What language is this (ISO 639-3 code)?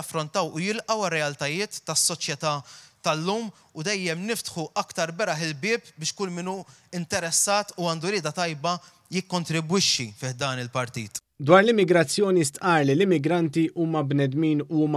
mlt